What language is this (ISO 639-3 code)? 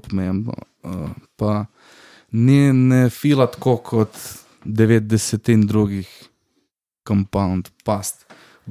slv